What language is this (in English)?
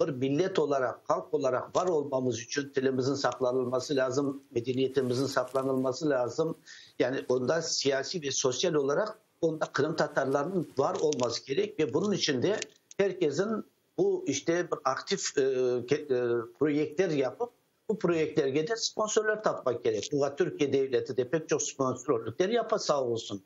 Crimean Tatar